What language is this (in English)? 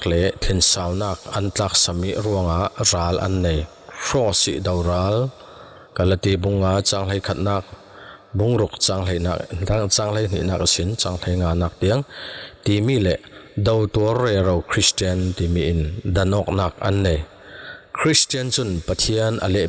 Falam Chin